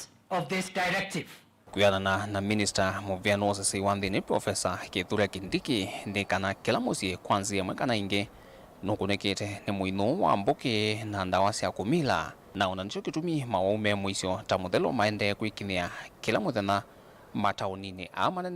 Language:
Kamba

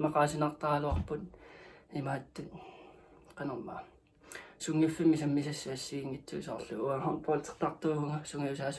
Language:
Kalaallisut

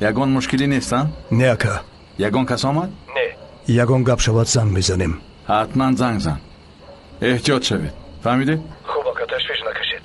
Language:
Tajik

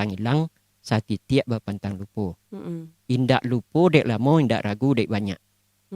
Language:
Minangkabau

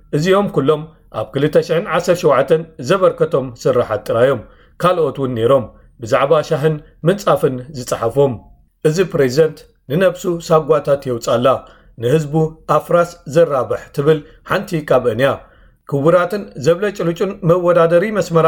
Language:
Tigrinya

